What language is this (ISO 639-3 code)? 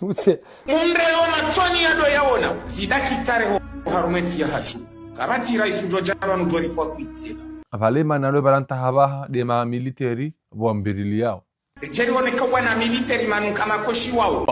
zdj